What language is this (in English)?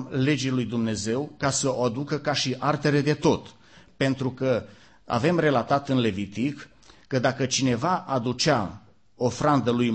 Romanian